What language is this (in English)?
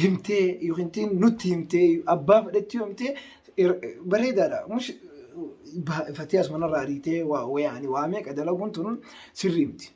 Oromo